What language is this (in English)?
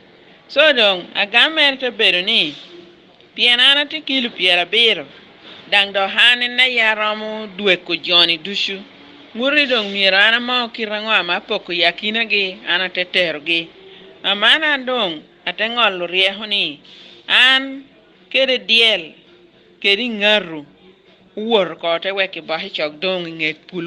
Lango (Uganda)